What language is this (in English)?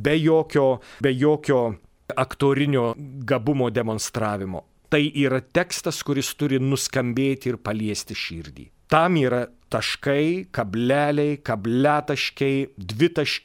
Lithuanian